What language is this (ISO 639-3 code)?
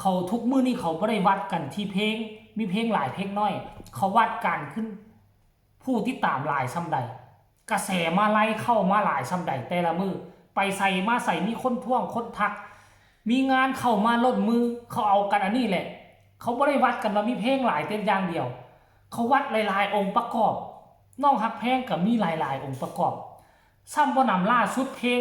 tts